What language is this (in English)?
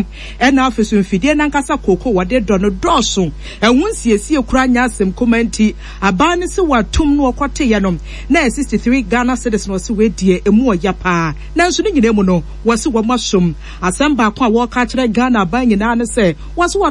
Akan